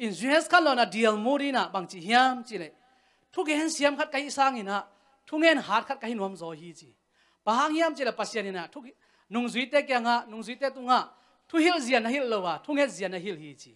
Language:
Tedim Chin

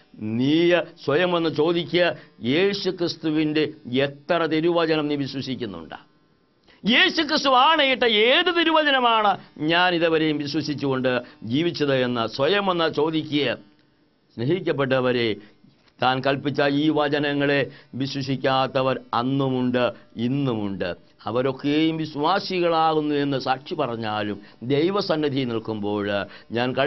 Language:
Malayalam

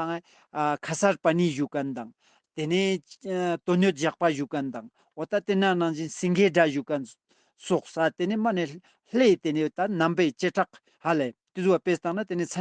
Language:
Ladakhi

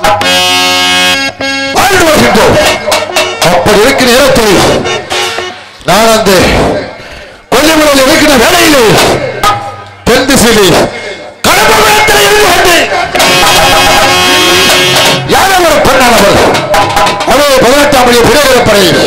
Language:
Tamil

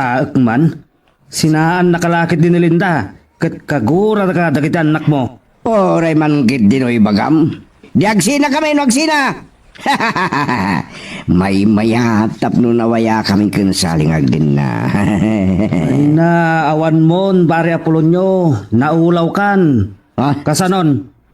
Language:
Iloko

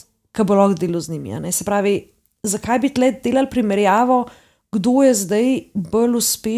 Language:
Slovenian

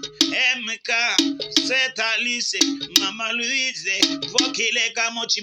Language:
Tetela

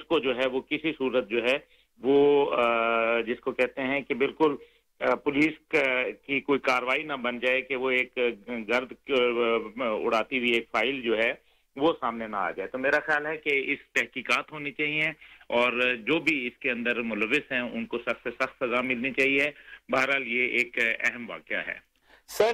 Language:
Urdu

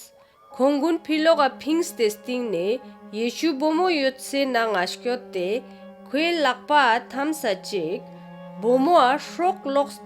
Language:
Ladakhi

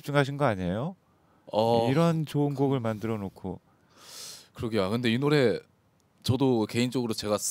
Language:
Korean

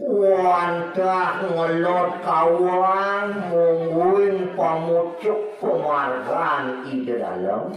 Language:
Balinese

